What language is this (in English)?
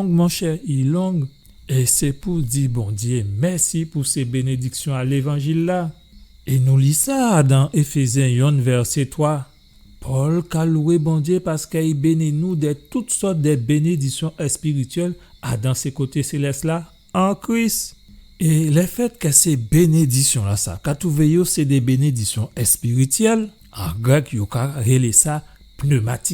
Guadeloupean Creole French